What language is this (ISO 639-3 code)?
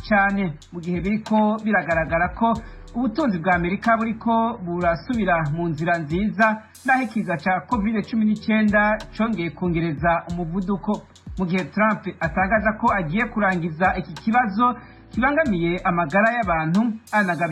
run